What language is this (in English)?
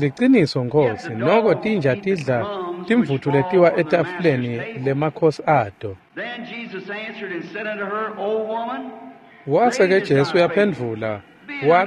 Swati